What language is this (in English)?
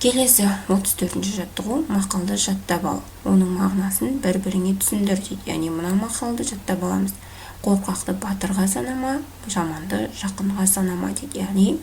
Kazakh